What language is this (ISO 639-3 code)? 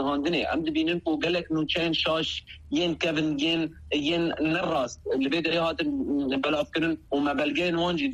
kur